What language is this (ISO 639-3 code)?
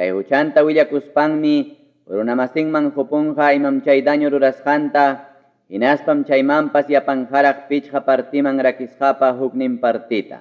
quy